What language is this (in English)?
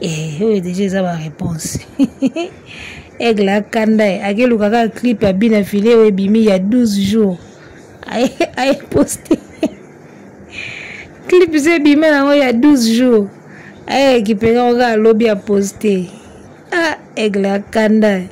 Lingala